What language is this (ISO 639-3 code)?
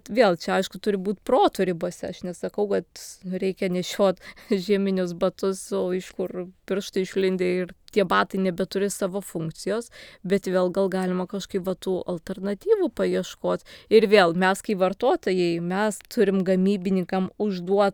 lit